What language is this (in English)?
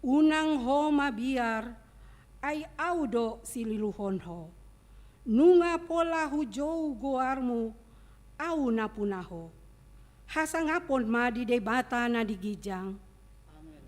Batak Toba